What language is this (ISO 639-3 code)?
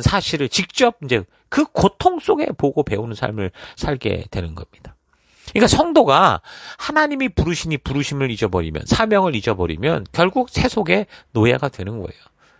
kor